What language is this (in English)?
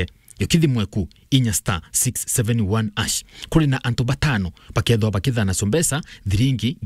Meru